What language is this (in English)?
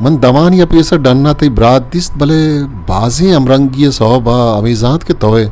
Eastern Balochi